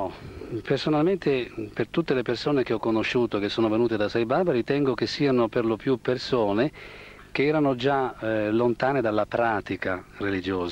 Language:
Italian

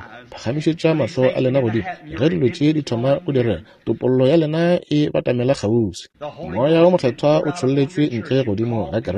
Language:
Northern Sotho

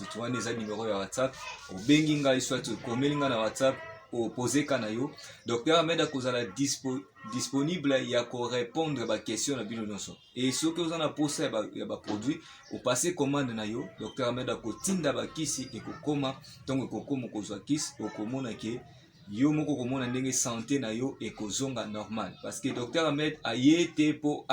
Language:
Lingala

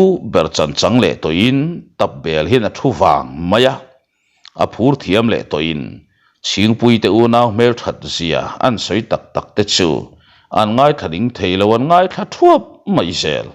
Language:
Mizo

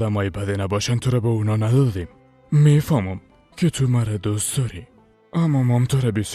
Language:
Persian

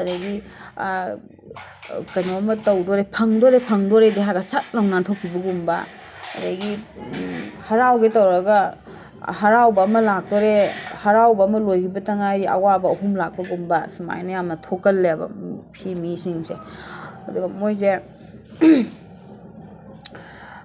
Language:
Manipuri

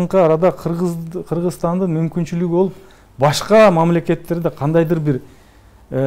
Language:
Kyrgyz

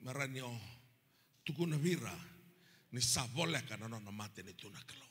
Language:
Fijian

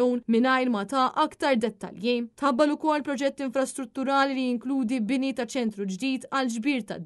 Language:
Maltese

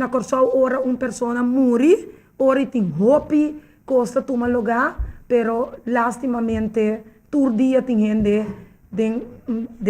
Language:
Papiamento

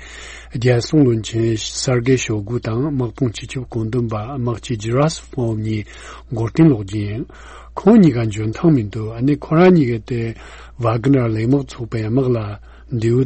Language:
Tibetan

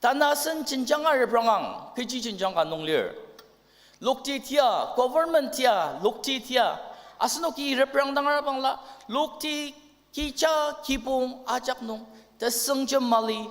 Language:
Ao Naga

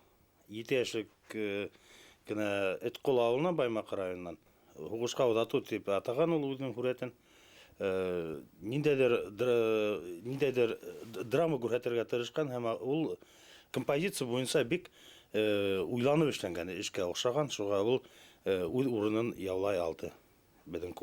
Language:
Bashkir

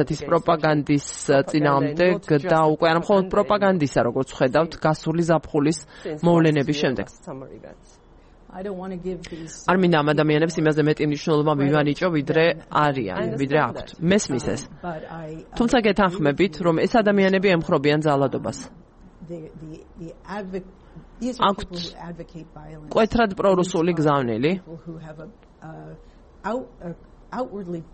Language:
Georgian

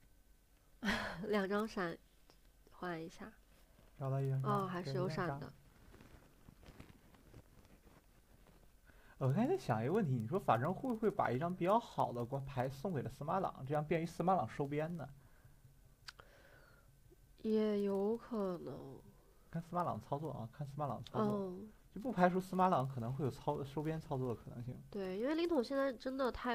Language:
Chinese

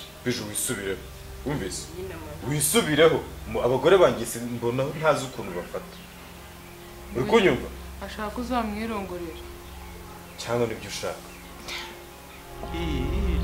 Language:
Kinyarwanda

